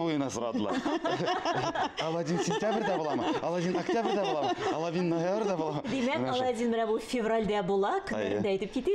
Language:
Tatar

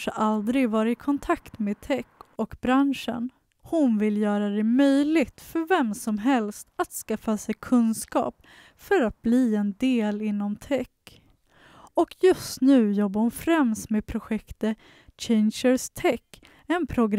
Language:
Swedish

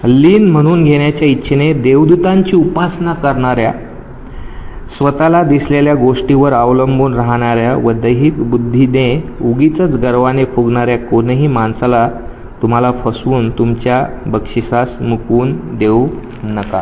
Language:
Marathi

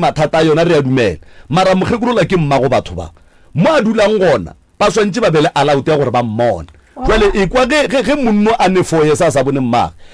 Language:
Northern Sotho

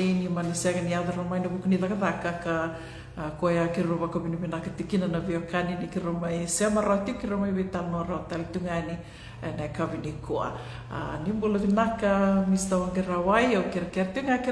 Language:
Fijian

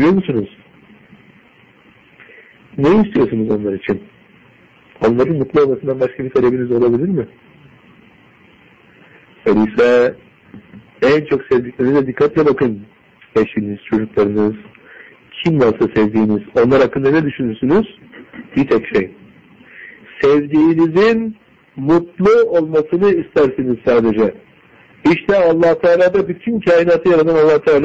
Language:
Turkish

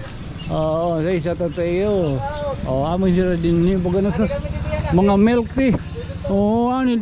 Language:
Waray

